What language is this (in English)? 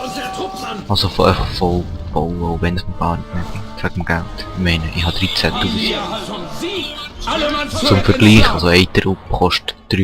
Swiss German